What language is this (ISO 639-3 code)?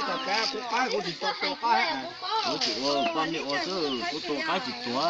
hmn